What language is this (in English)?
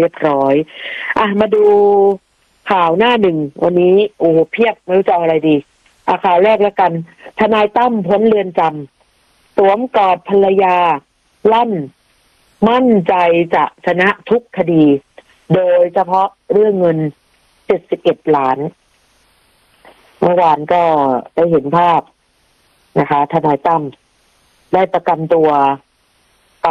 Thai